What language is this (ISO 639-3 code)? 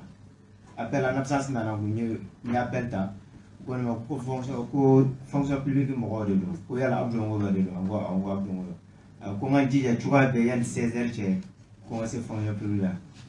bam